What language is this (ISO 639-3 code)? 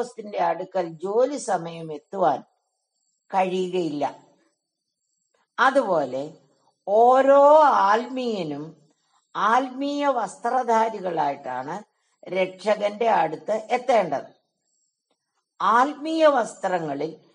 mal